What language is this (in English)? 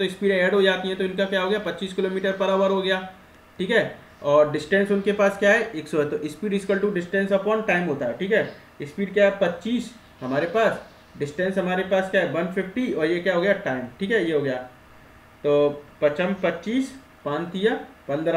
Hindi